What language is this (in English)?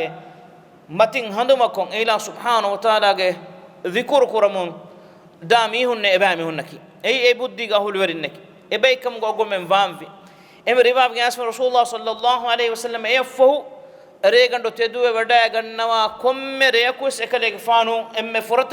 Divehi